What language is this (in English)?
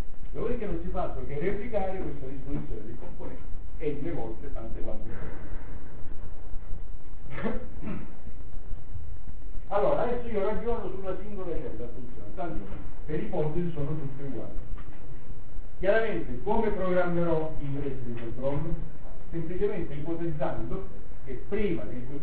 Italian